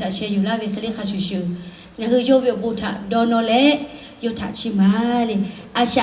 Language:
Lahu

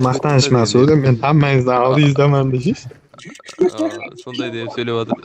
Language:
Kara-Kalpak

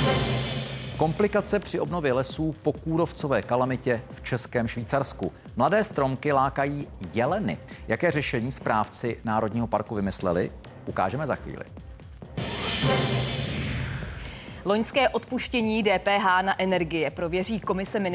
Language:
Czech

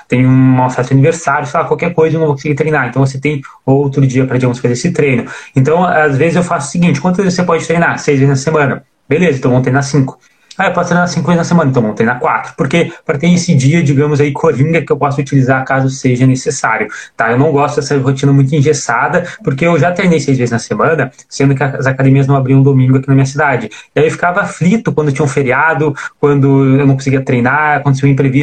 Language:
Portuguese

